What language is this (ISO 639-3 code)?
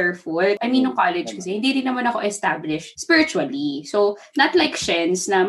fil